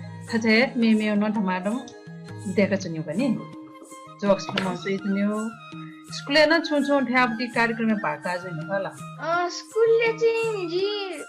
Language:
Newari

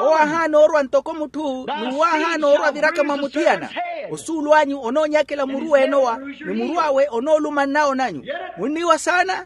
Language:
Makhuwa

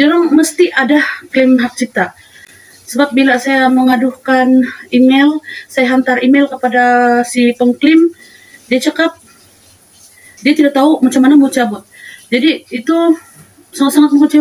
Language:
Malay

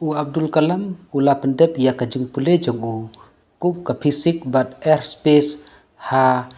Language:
Khasi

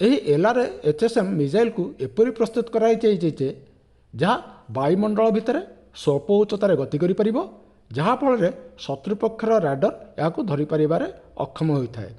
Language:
Odia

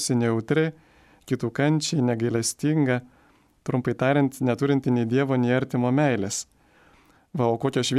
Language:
Lithuanian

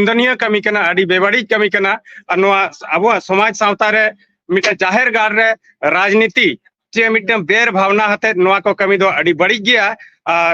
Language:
Santali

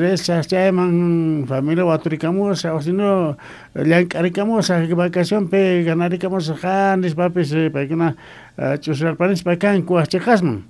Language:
Quechua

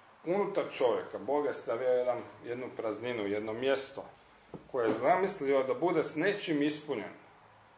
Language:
Croatian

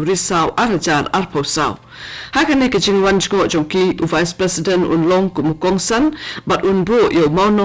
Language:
Khasi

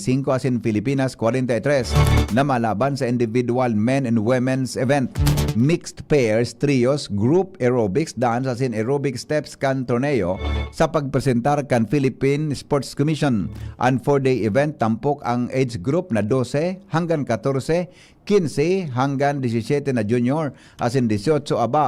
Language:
Bikol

